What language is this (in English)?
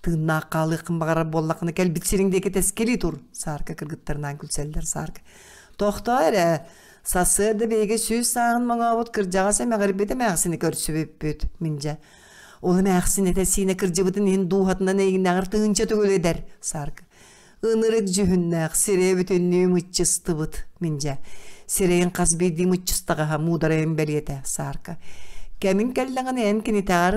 Yakut